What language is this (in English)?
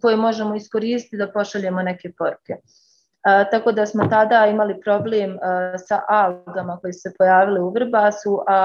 Bosnian